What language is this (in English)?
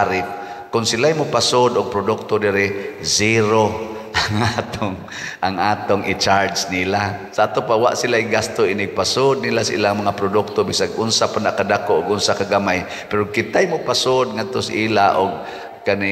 Cebuano